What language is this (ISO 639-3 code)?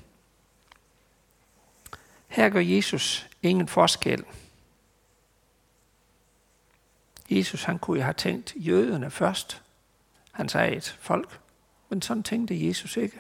dan